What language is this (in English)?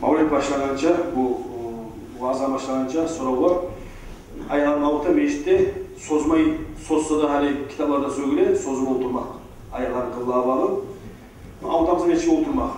Kumyk